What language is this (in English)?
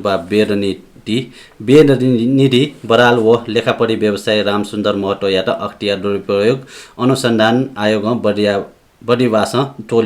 Newari